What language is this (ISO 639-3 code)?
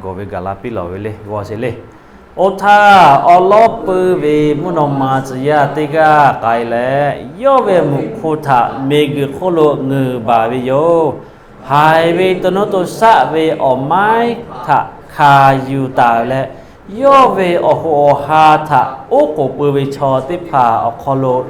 lhu